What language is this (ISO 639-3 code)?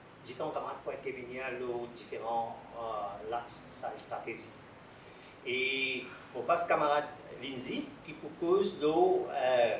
mfe